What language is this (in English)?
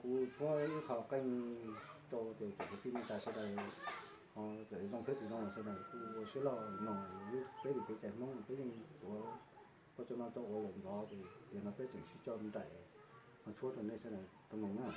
Hmong